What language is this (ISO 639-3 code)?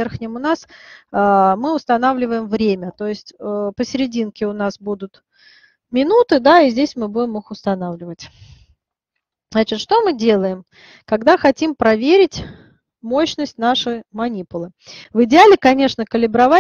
rus